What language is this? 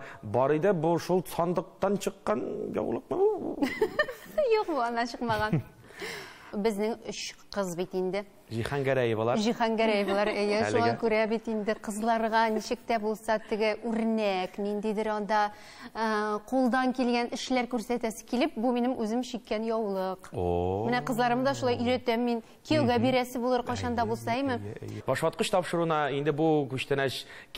Tatar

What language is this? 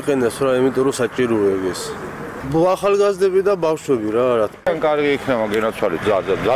Georgian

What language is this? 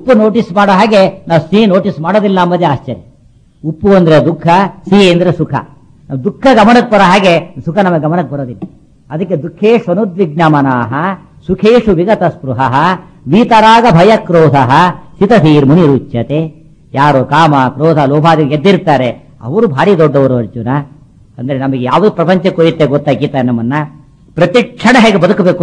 Kannada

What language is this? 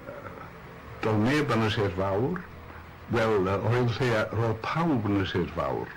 Welsh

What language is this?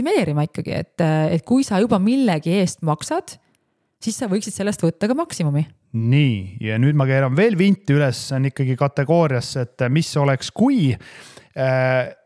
Estonian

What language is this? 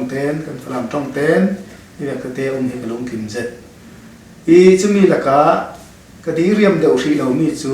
Falam Chin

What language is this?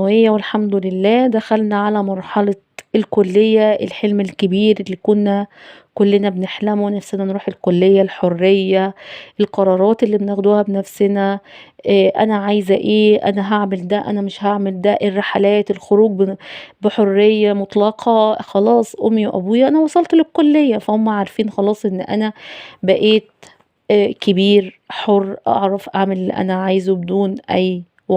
Egyptian Arabic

